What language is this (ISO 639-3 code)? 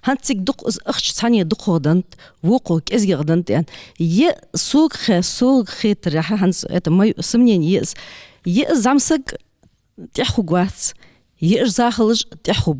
inh